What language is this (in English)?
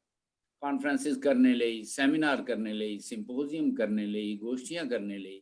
Dogri